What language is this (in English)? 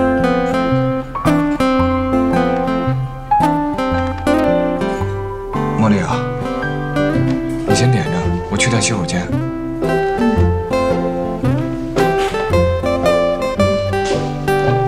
Chinese